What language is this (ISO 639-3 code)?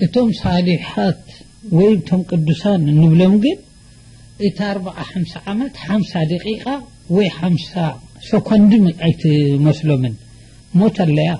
tir